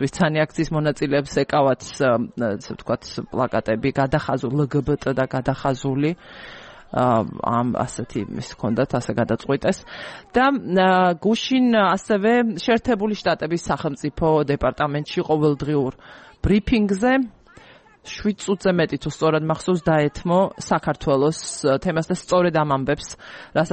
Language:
Georgian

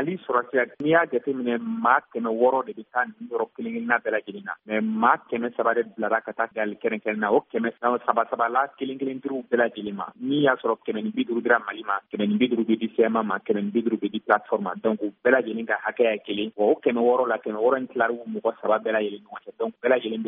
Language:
Bambara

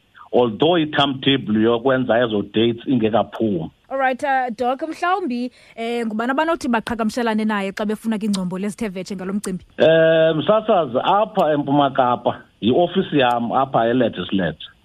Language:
Xhosa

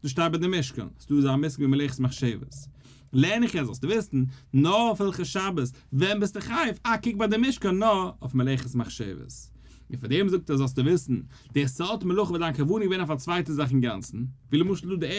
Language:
Yiddish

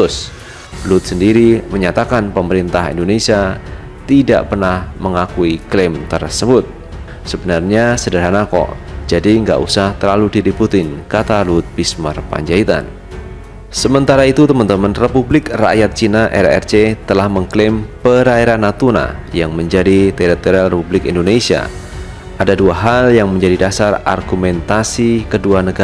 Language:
Indonesian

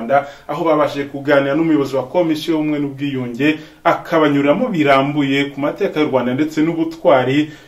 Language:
Kinyarwanda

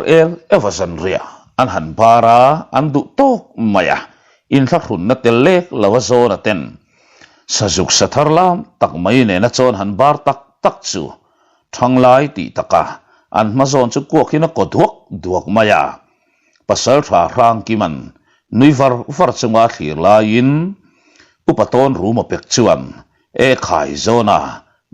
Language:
Mizo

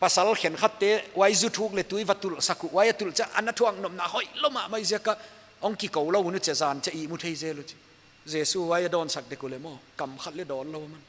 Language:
Paite Chin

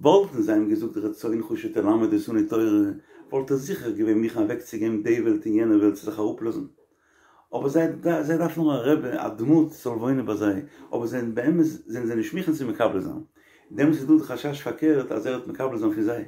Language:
Yiddish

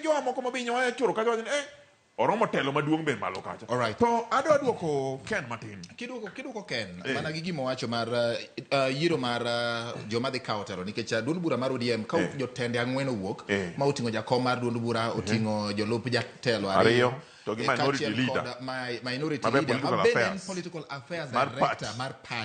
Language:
Luo (Kenya and Tanzania)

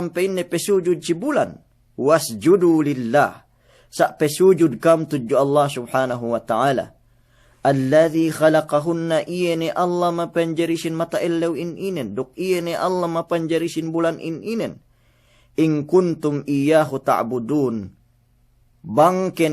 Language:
Yakan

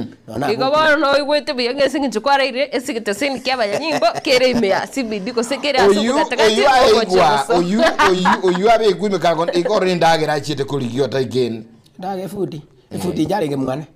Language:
Gusii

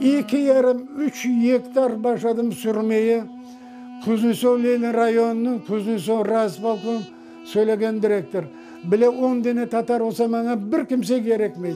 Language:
Crimean Tatar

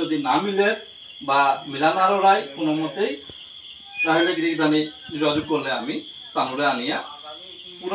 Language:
Bishnupriya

